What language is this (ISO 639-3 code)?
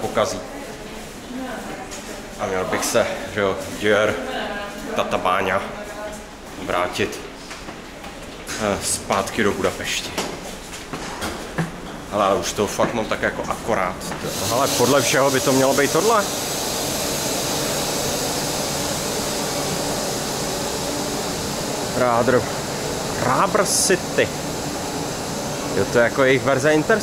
ces